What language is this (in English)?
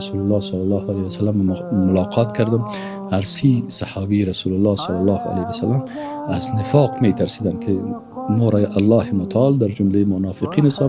Persian